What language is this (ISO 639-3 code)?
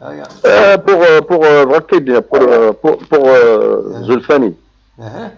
kab